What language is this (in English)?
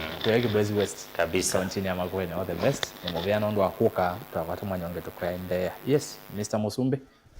Kamba